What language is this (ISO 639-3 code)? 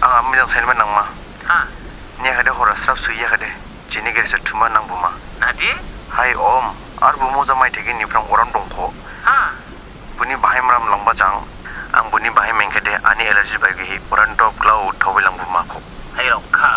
dis